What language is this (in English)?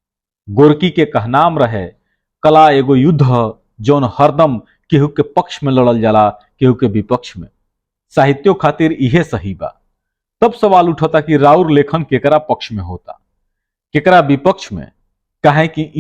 Bhojpuri